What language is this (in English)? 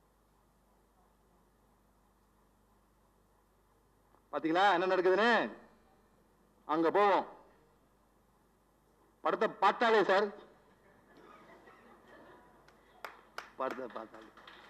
Tamil